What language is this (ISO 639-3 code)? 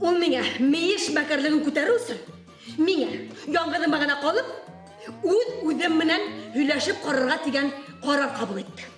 bak